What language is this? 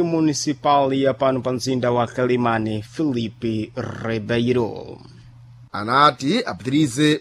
Sena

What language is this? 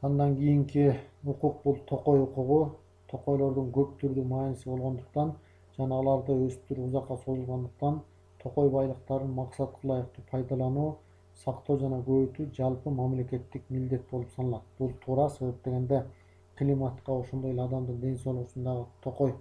Kyrgyz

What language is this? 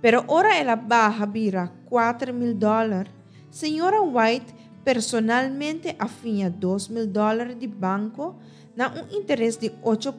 Papiamento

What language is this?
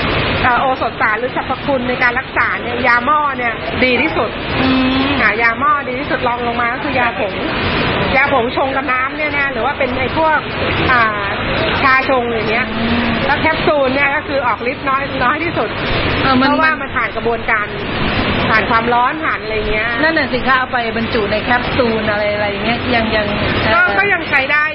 Thai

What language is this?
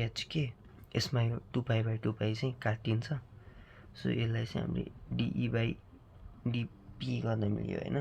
Nepali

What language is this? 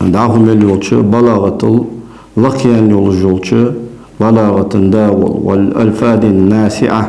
Ingush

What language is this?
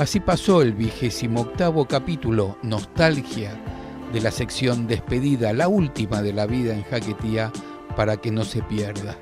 Ladino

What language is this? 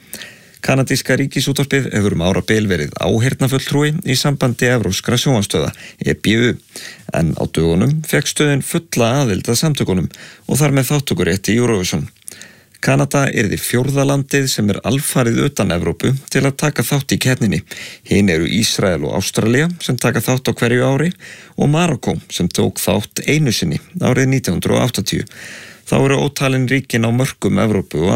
Icelandic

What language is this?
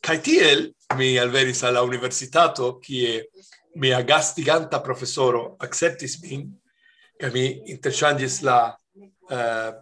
Esperanto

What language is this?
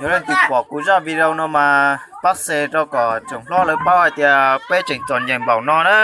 Hmong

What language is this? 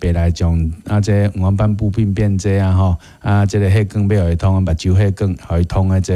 Min Nan Chinese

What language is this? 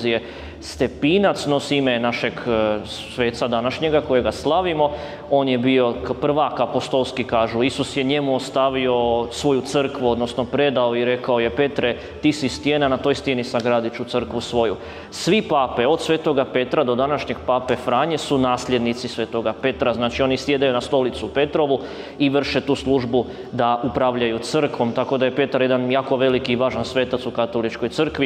Croatian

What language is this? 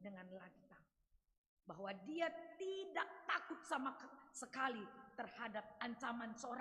Batak Karo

